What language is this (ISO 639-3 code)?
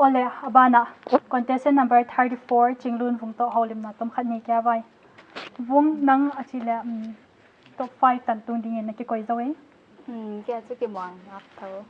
pck